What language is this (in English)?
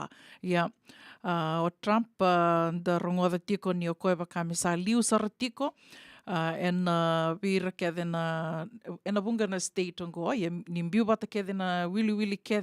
Fijian